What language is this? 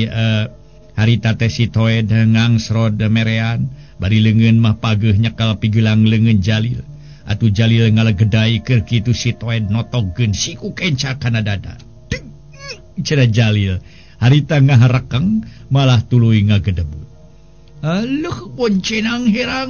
Sundanese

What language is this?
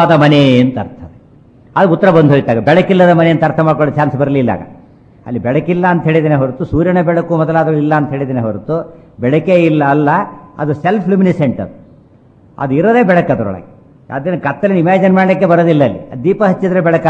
Kannada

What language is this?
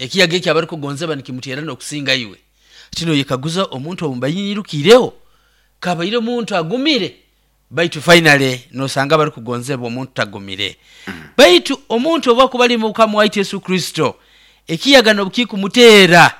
Nyoro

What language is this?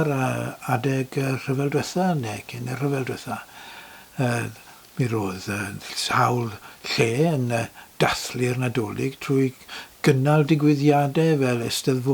Welsh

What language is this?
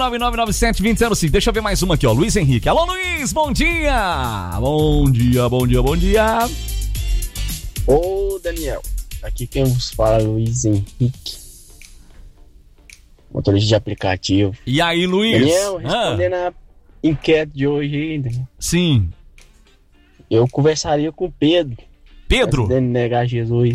Portuguese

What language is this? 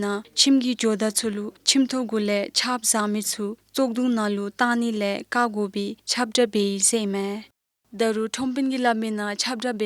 Dzongkha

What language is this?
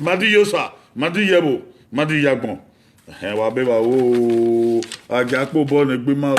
Bini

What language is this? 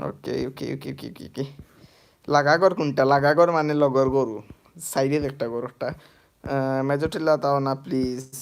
Sylheti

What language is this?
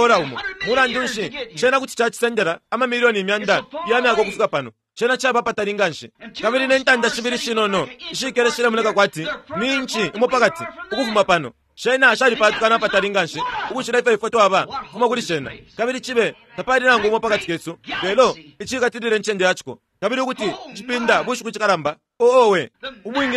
Bemba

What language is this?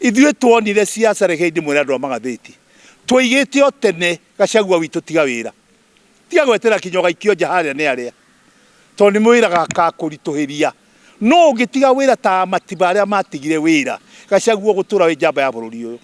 Kikuyu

